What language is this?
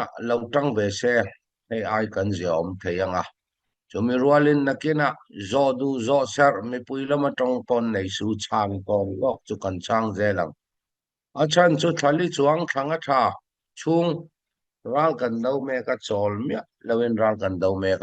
Falam Chin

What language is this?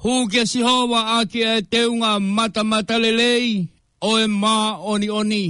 Tongan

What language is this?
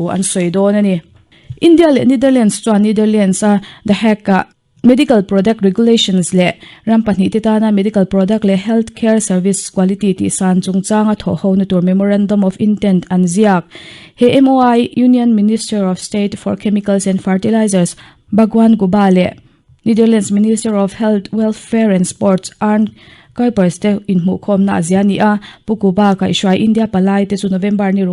Mizo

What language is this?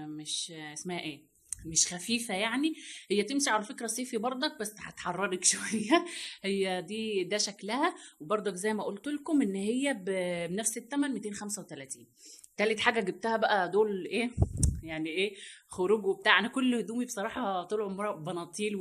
Egyptian Arabic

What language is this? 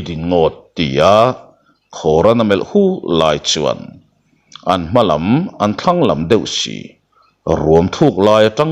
Mizo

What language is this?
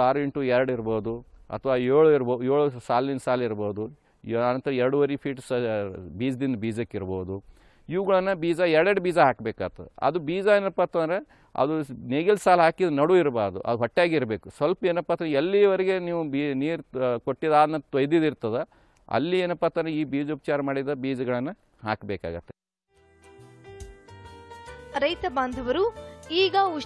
Kannada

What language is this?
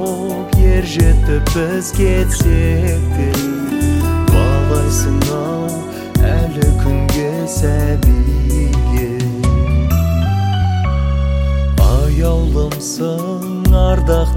Kazakh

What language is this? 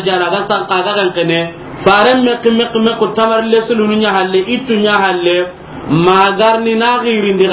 Soninke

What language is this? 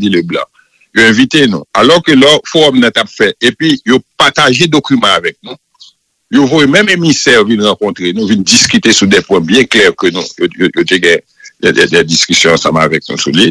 Haitian Creole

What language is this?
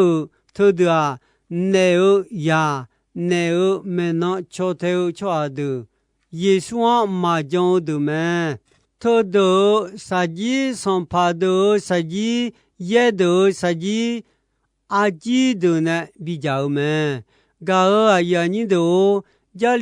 Akha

